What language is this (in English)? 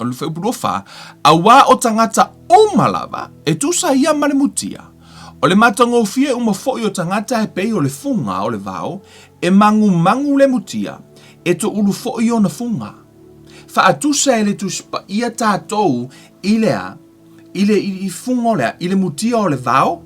Samoan